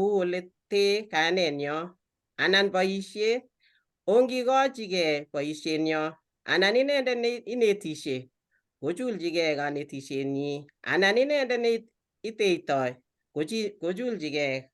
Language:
Kalenjin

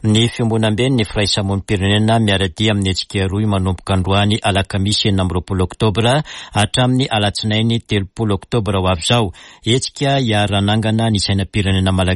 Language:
Malagasy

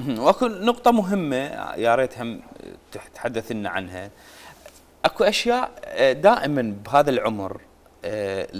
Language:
Mesopotamian Arabic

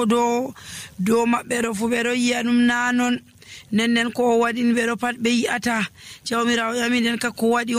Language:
Nigerian Fulfulde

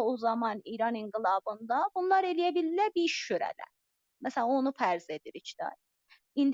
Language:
South Azerbaijani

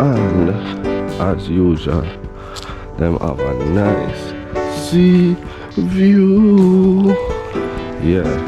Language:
Jamaican Creole English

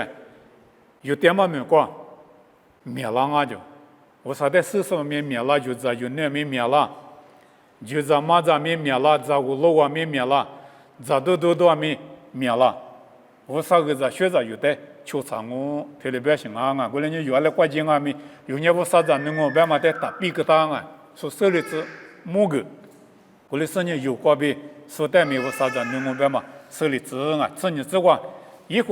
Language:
Lisu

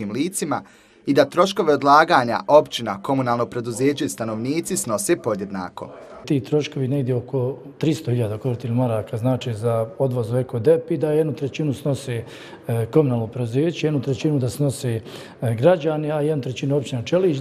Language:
Bosnian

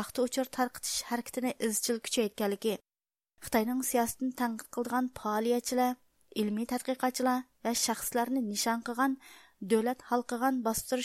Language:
Uyghur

